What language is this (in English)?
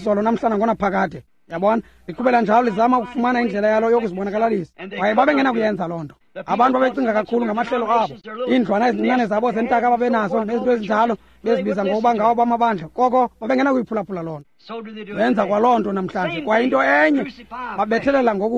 Xhosa